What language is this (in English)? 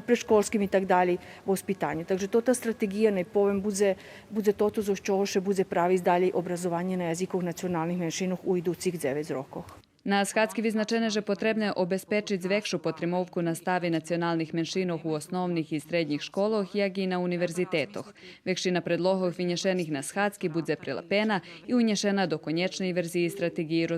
Rusyn